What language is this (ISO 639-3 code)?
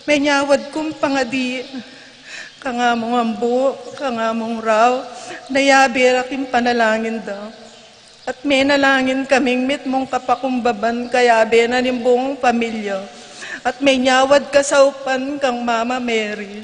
pam